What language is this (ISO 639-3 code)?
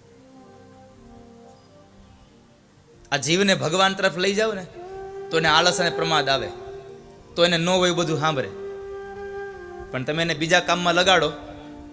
guj